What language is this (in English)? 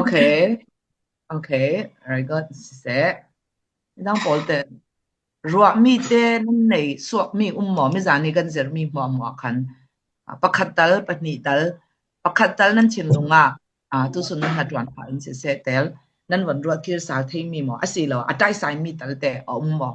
Falam Chin